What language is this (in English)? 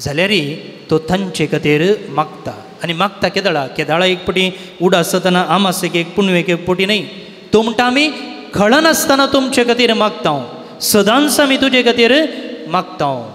Konkani